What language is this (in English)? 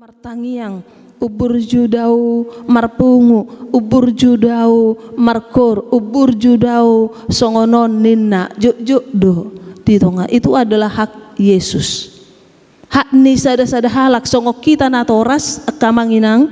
Batak Toba